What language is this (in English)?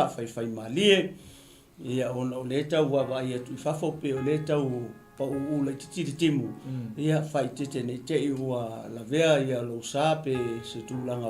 Samoan